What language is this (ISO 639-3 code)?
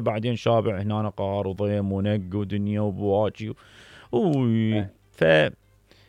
acm